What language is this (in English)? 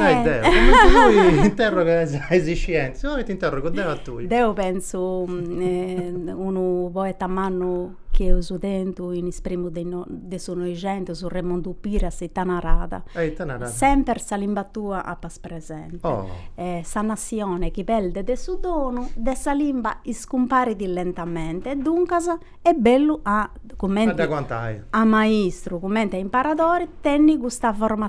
Sardinian